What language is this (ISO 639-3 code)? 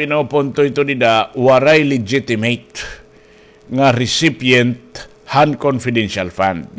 war